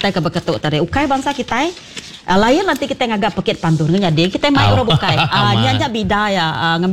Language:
Iban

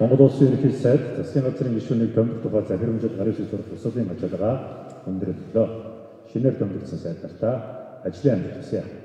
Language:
Mongolian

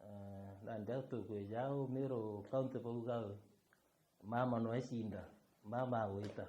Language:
Meru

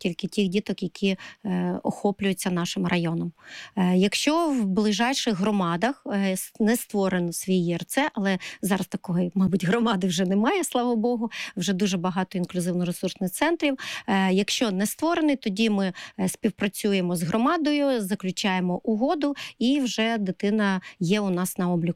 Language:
Ukrainian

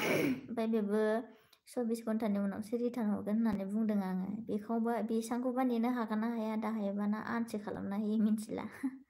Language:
Bodo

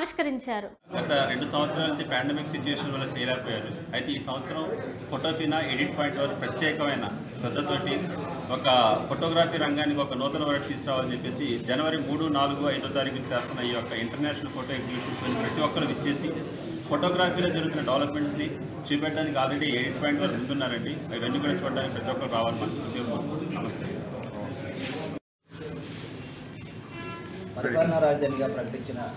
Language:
Telugu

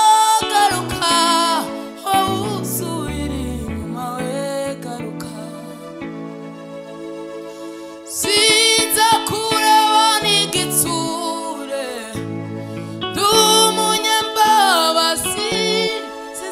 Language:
Kinyarwanda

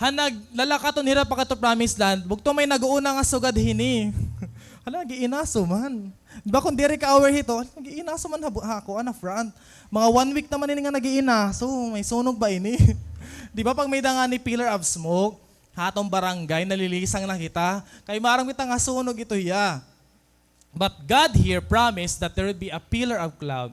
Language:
Waray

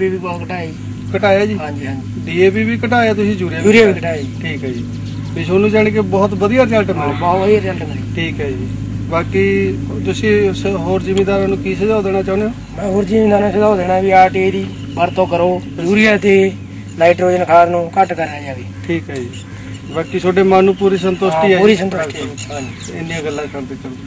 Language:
Punjabi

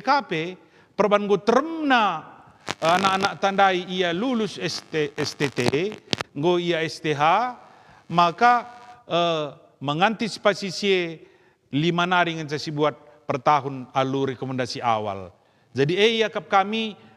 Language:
Batak Karo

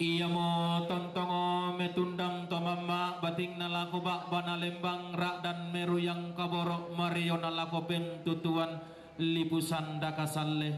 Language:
Toraja-Sa'dan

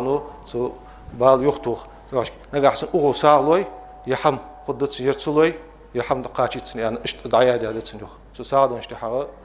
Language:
Ingush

